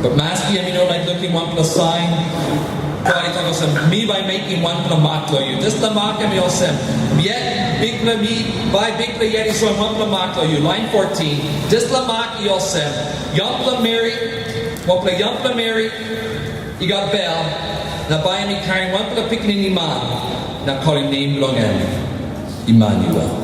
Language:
Tok Pisin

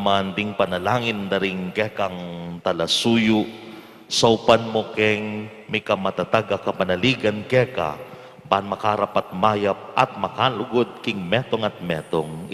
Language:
Pampanga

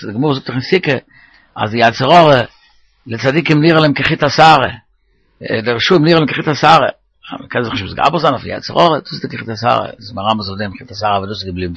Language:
Yiddish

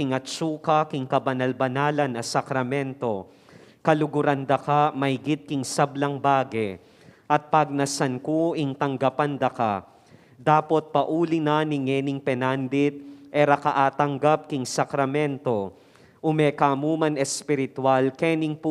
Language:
Pampanga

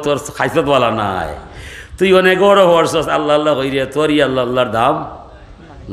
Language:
Sylheti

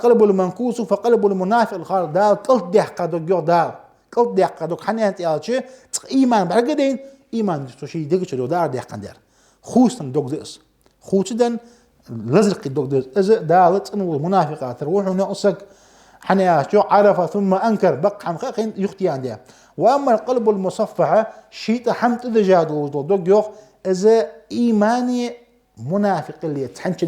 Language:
Ingush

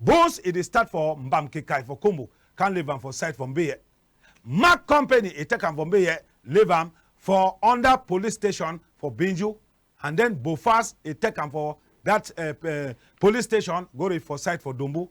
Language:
Cameroon Pidgin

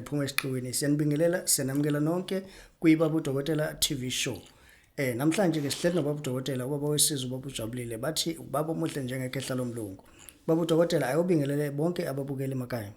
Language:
Zulu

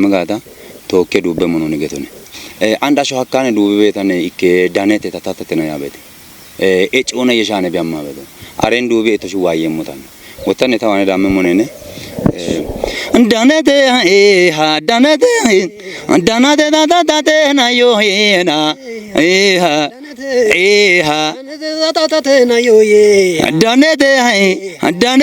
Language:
Kafa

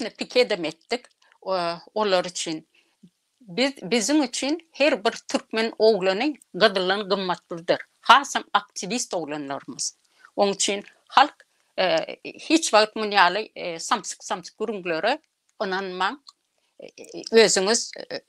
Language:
Turkmen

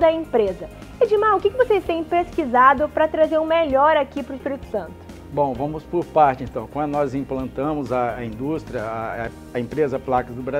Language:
Portuguese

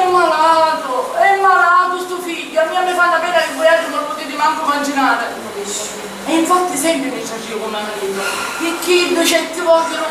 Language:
Sicilian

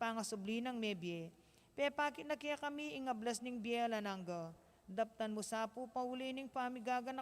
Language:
Pampanga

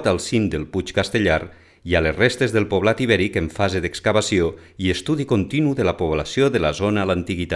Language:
Catalan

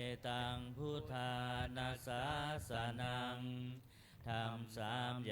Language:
Pali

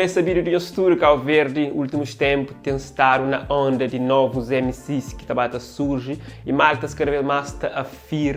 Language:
Kabuverdianu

